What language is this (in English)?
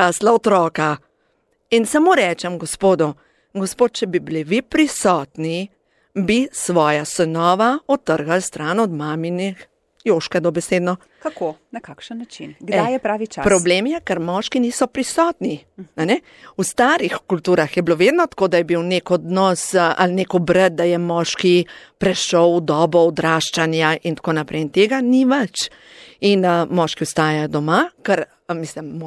Slovenian